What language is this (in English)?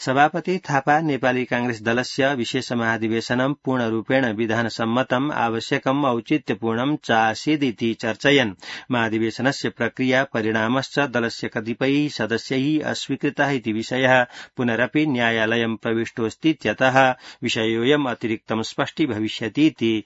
Sanskrit